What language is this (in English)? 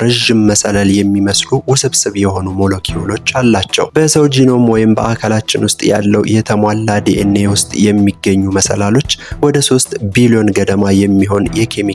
Amharic